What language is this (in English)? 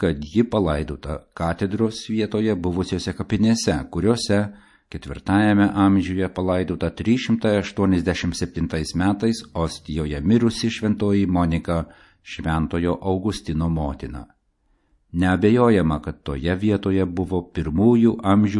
Lithuanian